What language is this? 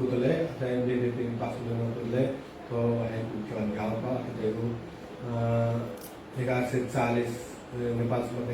Newari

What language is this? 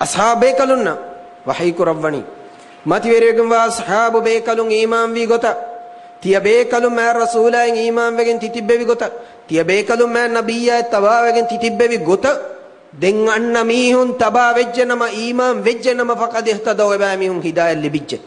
Divehi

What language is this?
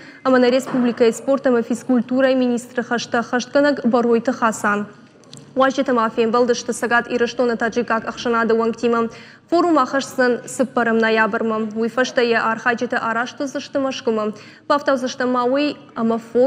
Ossetic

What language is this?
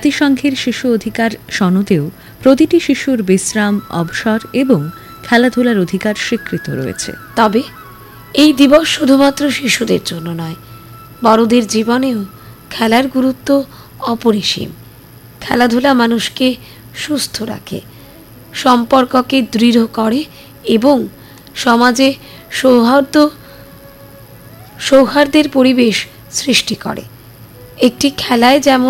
Bangla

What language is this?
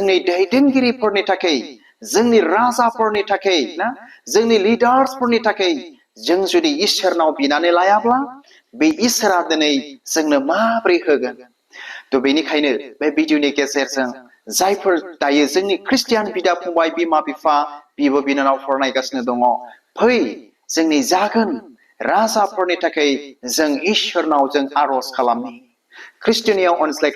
Bodo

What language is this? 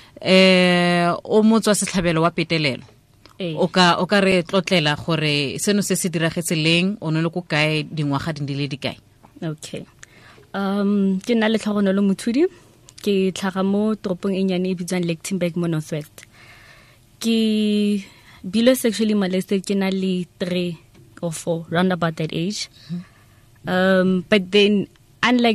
Tswana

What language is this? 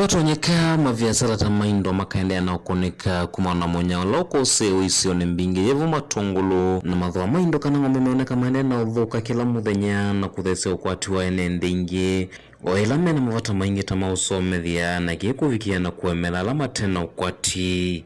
Kamba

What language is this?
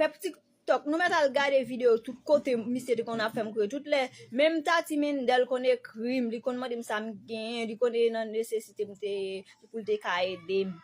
Haitian Creole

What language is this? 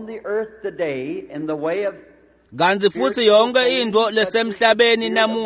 Swati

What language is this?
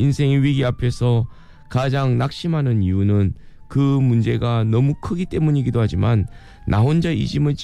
Korean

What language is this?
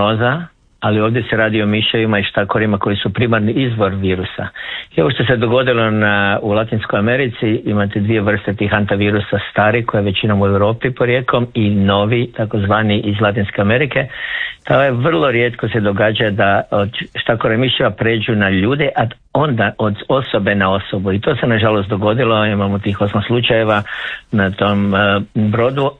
Croatian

